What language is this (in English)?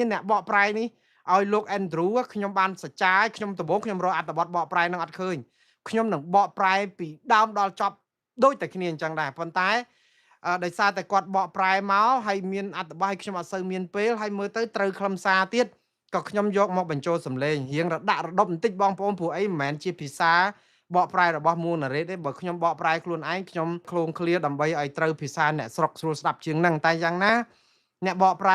Khmer